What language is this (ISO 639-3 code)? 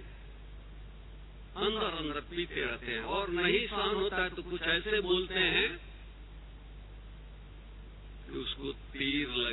hin